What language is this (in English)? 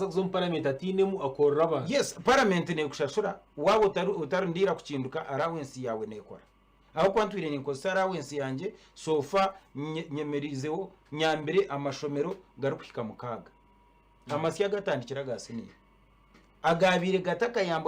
Nyankole